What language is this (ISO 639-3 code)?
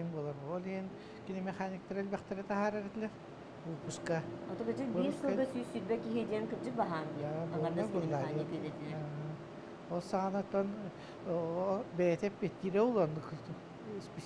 sah